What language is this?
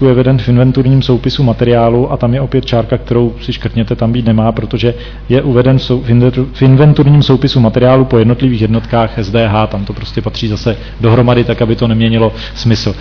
Czech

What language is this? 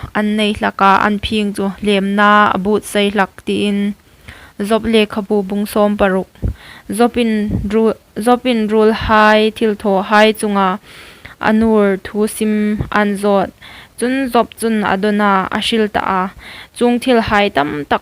Hmar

